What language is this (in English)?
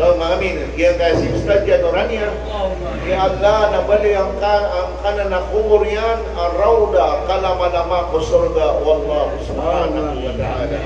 Maranao